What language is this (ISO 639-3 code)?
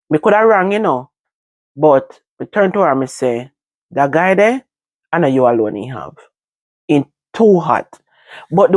jam